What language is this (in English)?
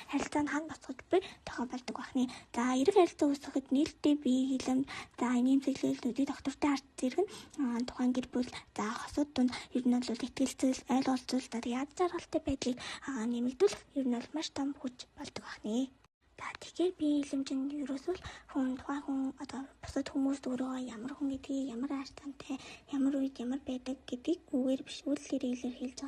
Mongolian